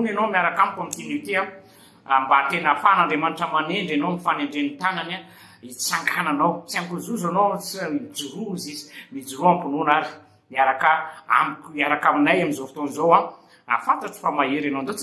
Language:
Malagasy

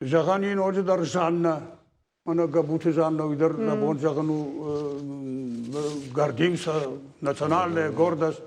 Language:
Ossetic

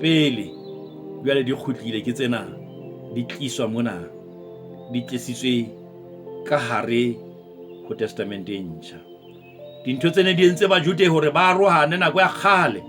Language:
Southern Sotho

